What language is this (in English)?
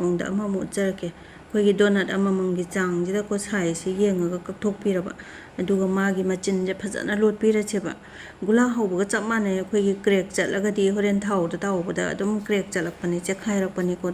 Manipuri